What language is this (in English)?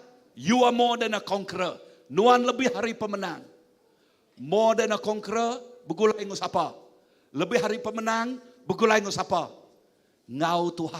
Iban